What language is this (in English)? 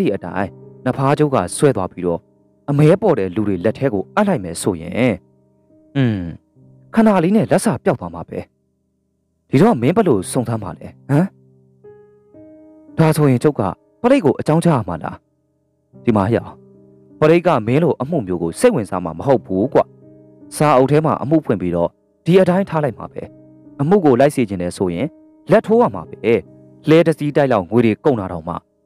Burmese